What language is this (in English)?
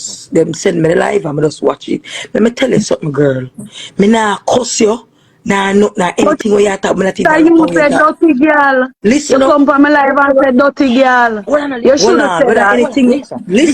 Jamaican Creole English